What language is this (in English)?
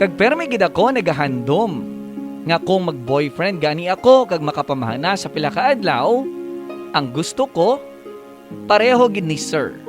Hiligaynon